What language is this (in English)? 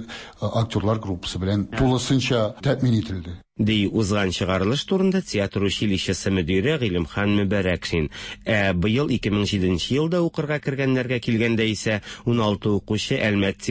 Tatar